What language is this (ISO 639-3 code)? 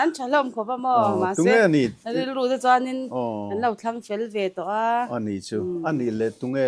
lus